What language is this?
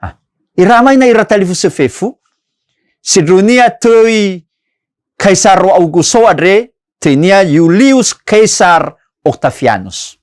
Nias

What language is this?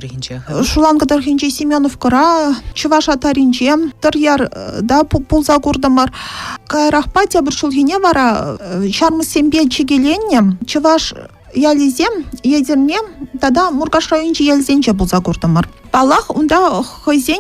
Chuvash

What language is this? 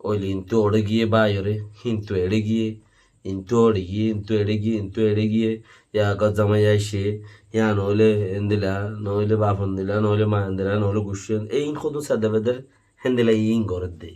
Rohingya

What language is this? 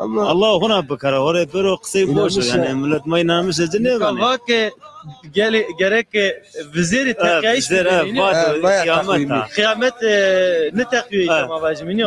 Zaza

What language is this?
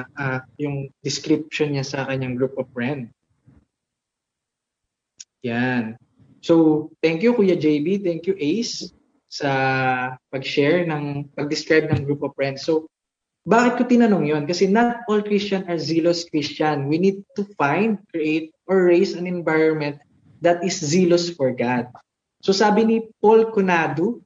Filipino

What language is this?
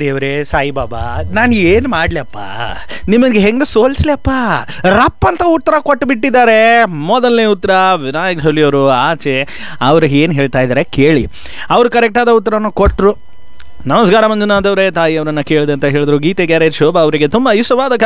Kannada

